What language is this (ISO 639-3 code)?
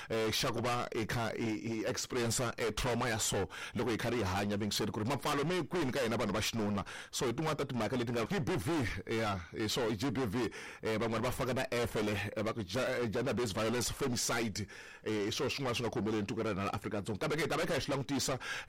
tso